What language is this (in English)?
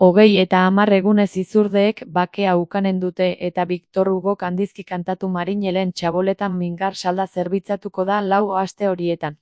Basque